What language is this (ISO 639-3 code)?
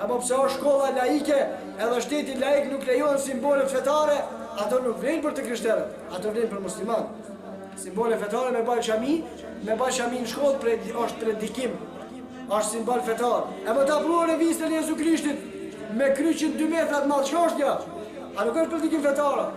sqi